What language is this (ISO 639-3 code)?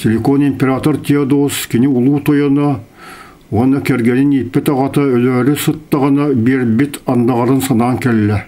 sah